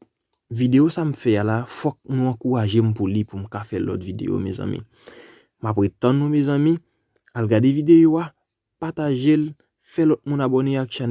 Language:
Haitian Creole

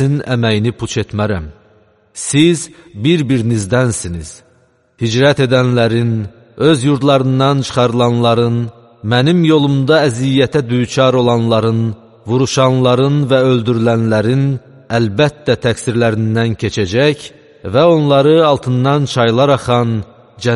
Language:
Azerbaijani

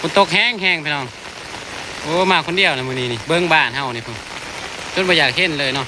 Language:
Northeastern Thai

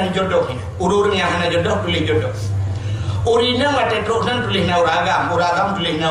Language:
Achinese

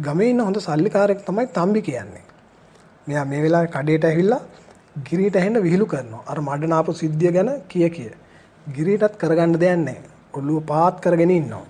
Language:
Sinhala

